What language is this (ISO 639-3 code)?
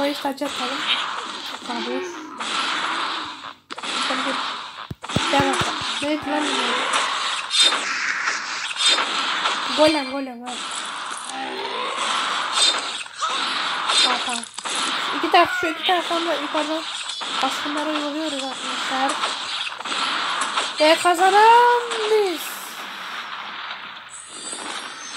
tur